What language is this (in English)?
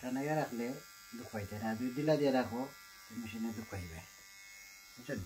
Sylheti